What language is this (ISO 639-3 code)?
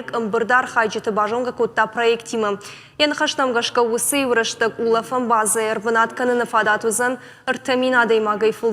oss